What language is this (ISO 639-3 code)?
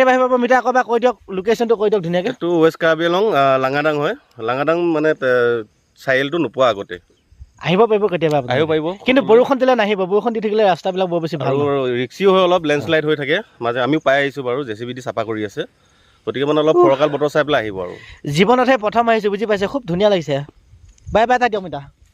asm